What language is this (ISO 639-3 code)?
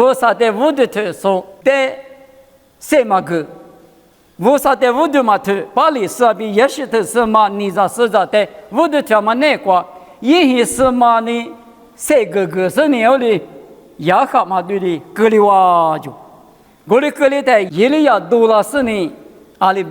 lis